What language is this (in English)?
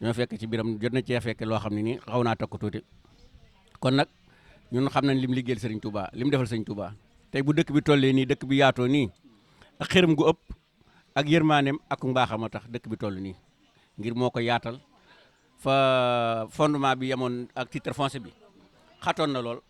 Wolof